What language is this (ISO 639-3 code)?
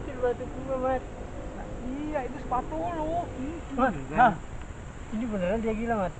bew